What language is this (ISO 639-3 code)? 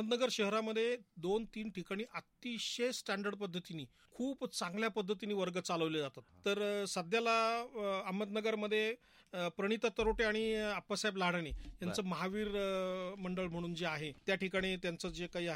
mar